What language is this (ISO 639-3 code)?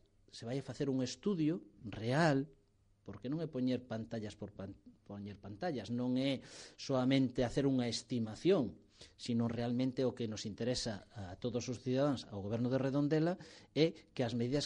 glg